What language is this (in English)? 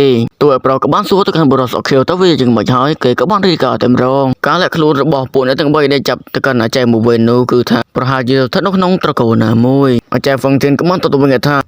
Khmer